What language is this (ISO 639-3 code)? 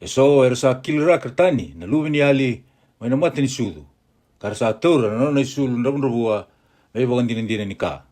fij